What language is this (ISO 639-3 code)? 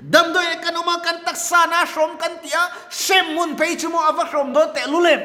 lus